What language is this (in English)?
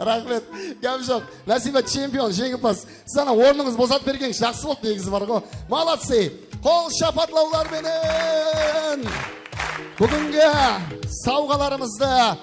Kara-Kalpak